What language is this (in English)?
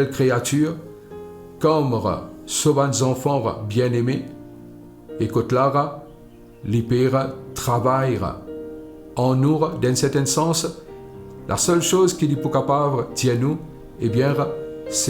Morisyen